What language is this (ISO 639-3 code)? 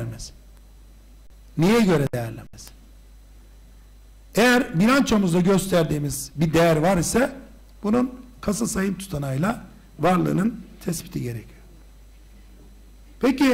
tur